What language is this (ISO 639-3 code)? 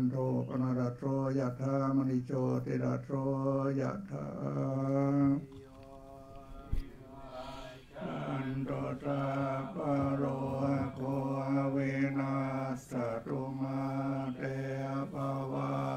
tha